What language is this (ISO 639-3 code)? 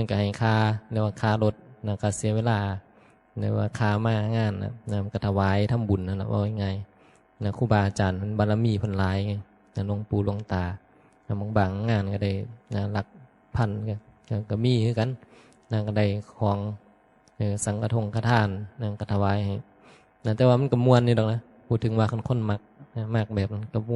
tts